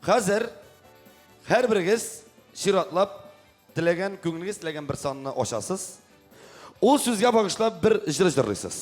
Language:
Tatar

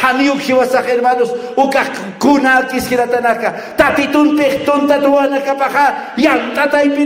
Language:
Aymara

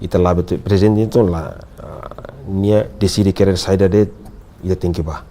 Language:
Tetum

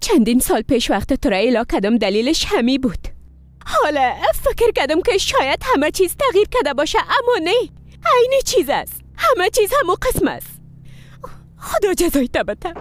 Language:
Persian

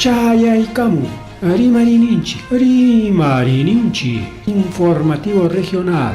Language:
Ayacucho Quechua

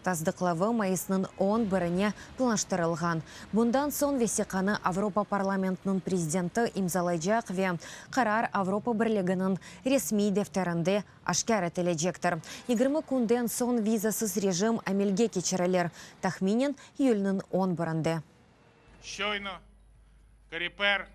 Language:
Crimean Tatar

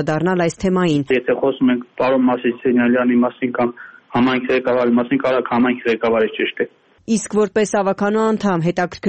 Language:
Armenian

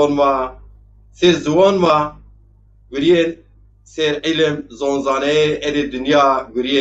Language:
Zaza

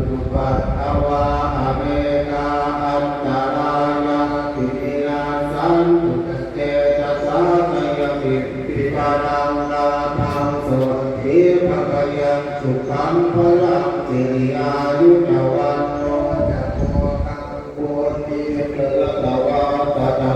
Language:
Pali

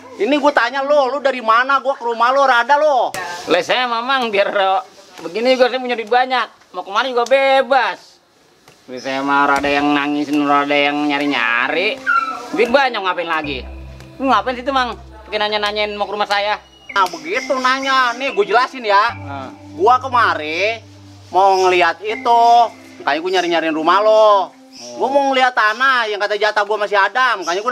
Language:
Betawi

